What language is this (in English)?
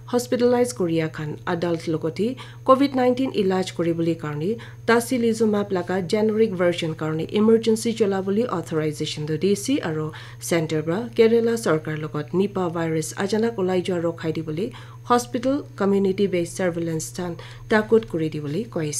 Naga Pidgin